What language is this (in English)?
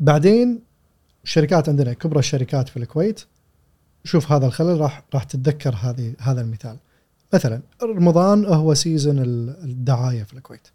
Gulf Arabic